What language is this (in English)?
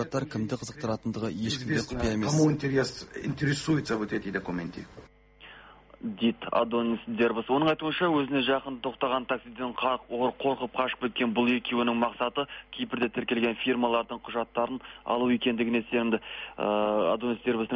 Kazakh